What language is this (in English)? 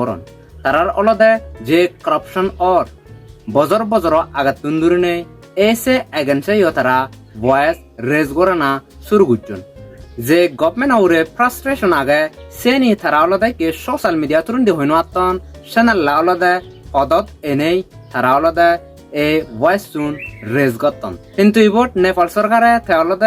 Chakma